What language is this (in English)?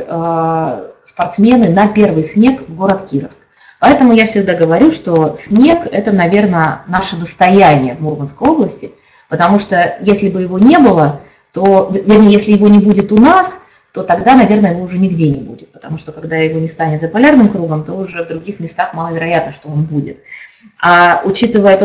Russian